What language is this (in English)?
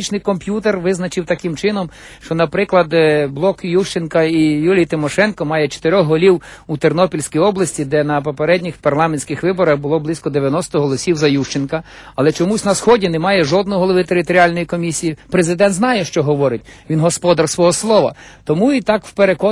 Ukrainian